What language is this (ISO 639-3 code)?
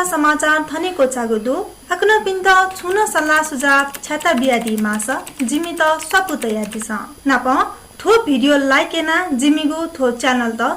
new